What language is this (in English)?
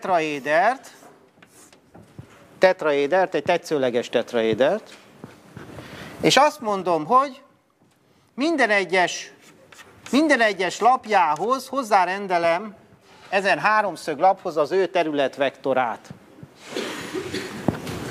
Hungarian